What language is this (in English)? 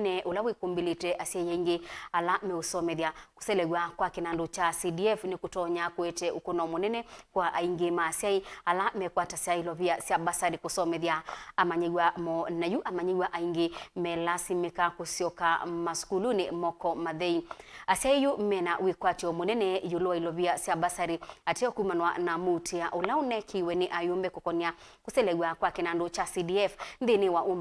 Kamba